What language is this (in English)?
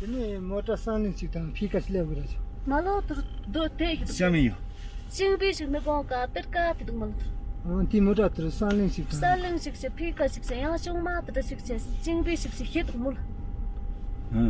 Tibetan